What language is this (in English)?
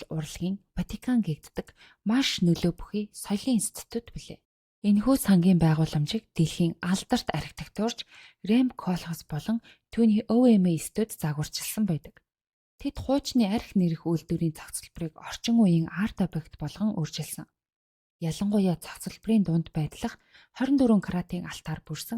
Mongolian